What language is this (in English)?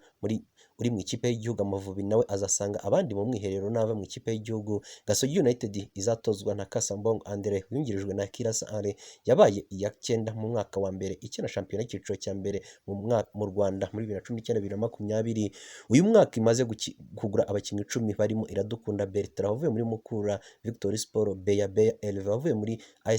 Kinyarwanda